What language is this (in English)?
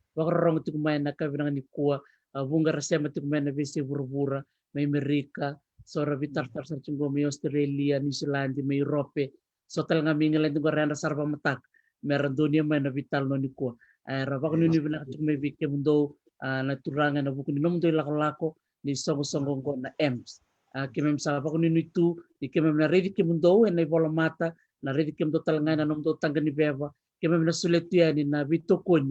Fijian